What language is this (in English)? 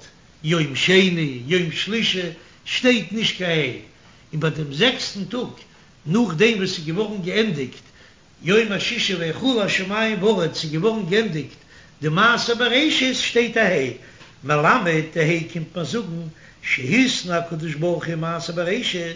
Yiddish